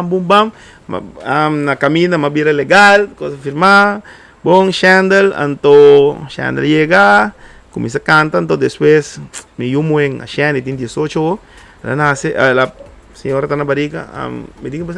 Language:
Papiamento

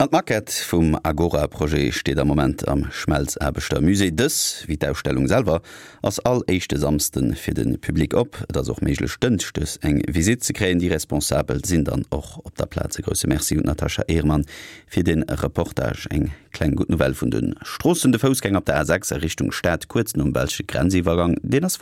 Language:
Luxembourgish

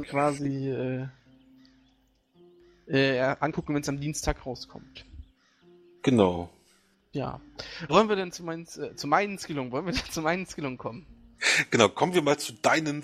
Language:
German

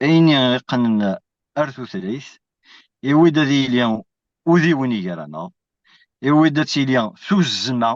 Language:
Kabyle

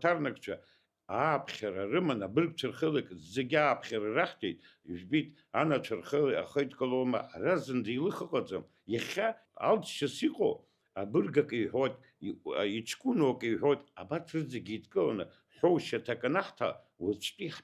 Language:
Abkhazian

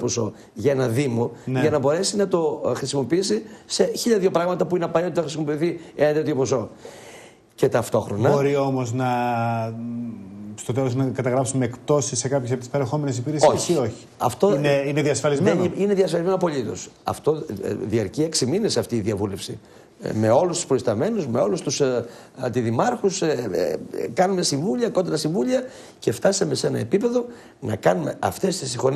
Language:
Greek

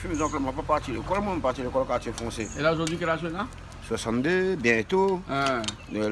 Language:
Réunion Creole French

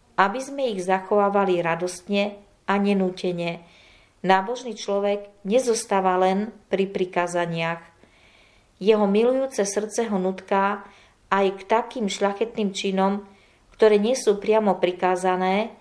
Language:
Slovak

